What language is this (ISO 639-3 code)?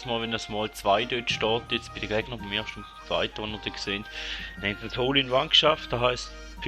gsw